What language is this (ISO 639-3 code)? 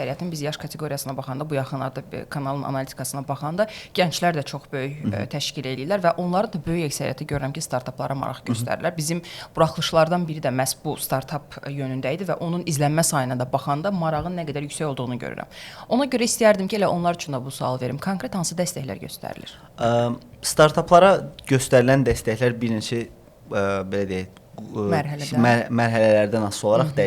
aze